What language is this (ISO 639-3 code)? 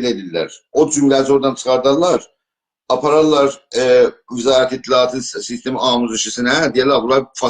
azb